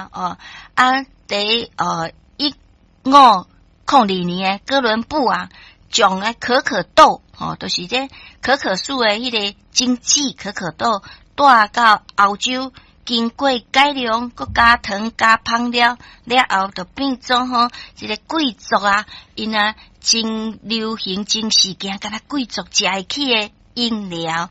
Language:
Min Nan Chinese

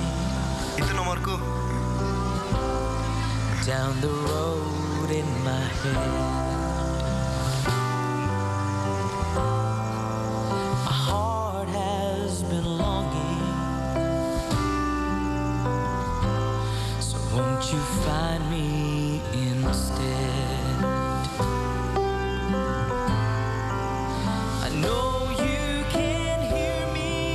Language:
Indonesian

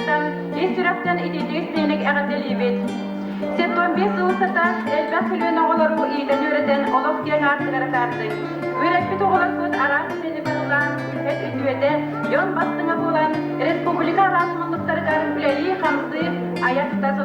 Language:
Yakut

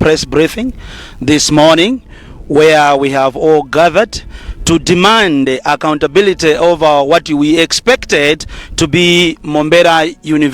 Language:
Nyanja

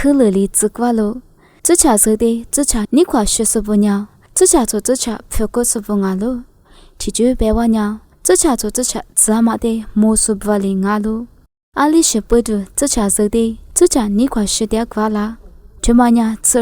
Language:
Lisu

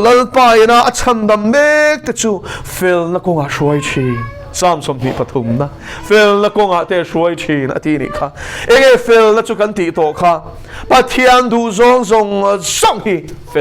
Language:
Mizo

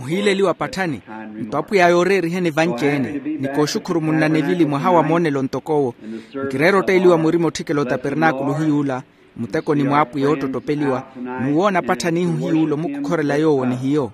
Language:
Makhuwa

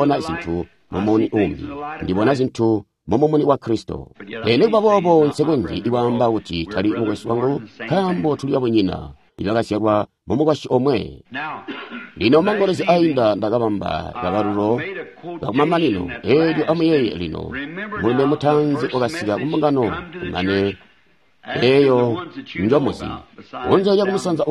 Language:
Tonga (Zambia)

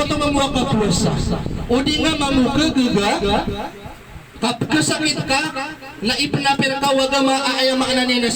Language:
Maranao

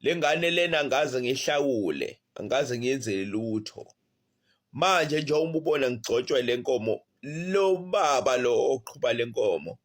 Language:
Zulu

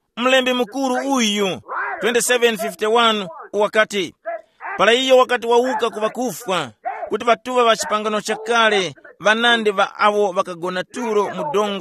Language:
Tumbuka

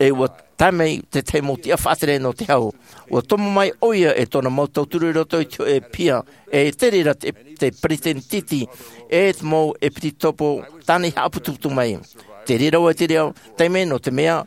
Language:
Tahitian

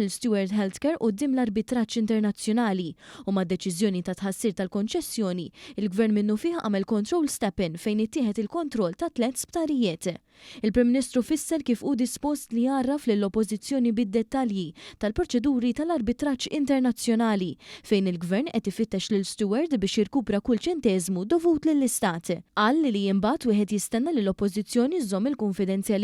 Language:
Maltese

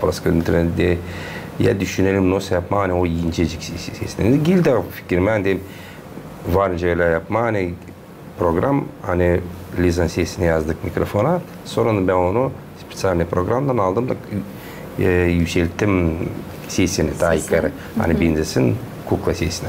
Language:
Gagauz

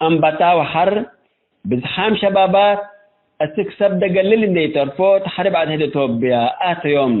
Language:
Tigre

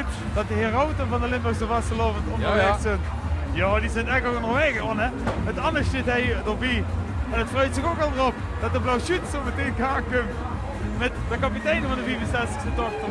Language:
Limburgish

